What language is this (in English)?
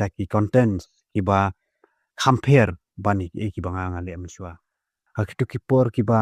Khasi